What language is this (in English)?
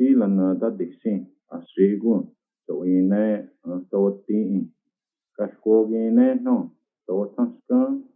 Cherokee